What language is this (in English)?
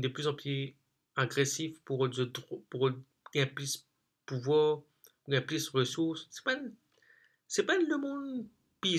Morisyen